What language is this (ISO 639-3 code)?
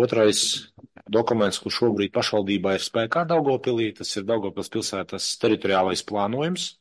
lav